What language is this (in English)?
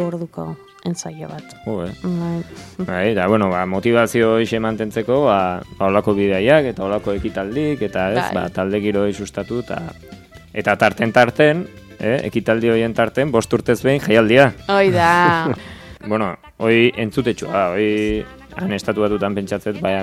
Basque